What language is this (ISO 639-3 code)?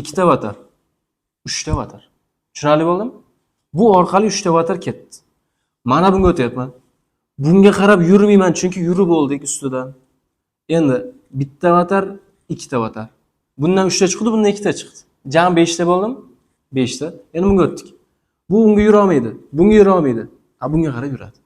uzb